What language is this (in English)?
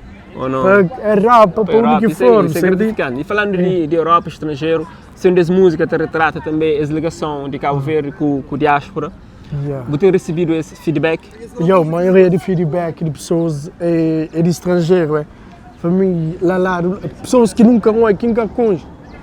Kabuverdianu